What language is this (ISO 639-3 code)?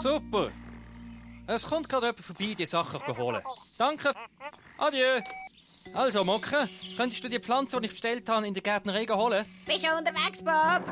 gsw